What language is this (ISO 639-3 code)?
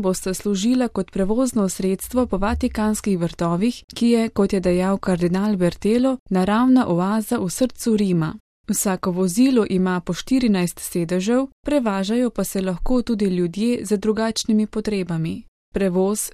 slv